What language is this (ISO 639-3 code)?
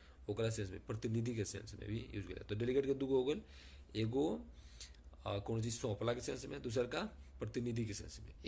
bho